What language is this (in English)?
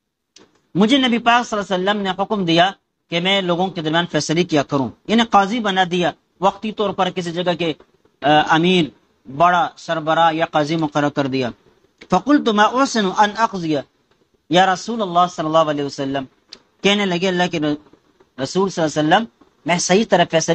Urdu